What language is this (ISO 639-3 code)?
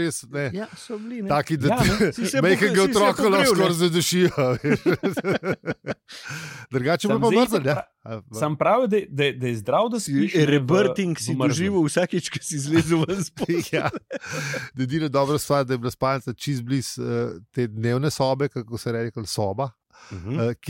slv